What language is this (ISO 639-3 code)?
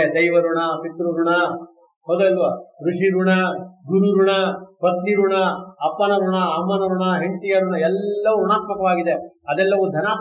kan